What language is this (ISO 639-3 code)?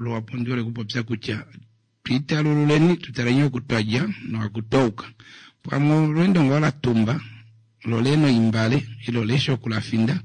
kua